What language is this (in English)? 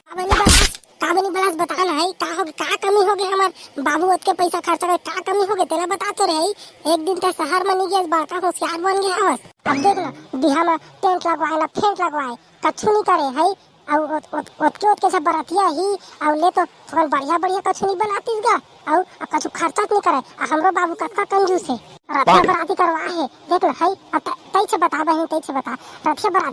Chhattisgarhi